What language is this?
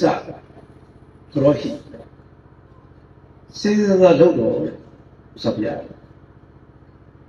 Burmese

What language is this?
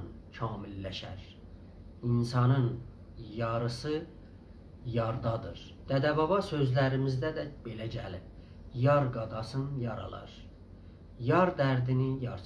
South Azerbaijani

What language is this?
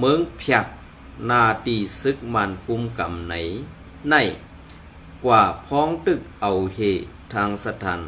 Shan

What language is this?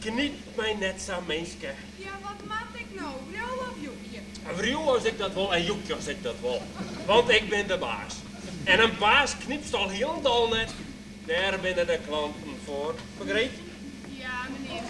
Western Frisian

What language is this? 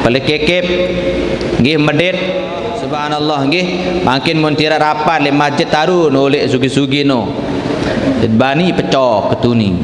Sasak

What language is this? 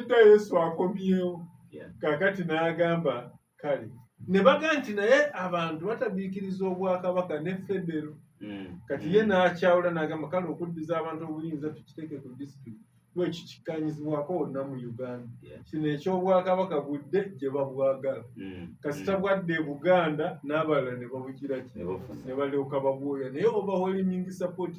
Ganda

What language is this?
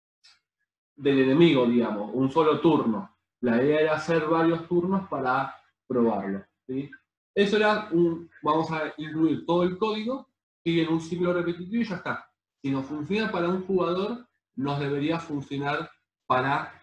Spanish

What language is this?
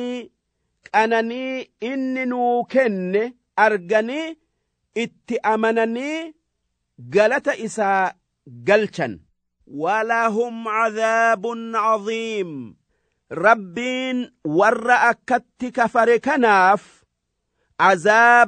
Oromo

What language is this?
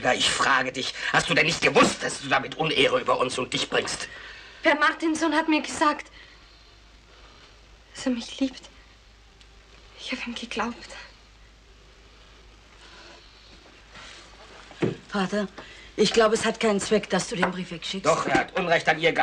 German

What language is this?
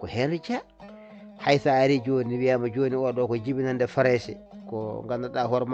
Fula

